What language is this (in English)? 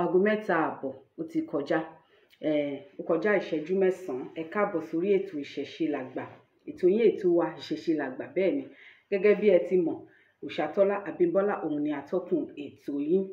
Yoruba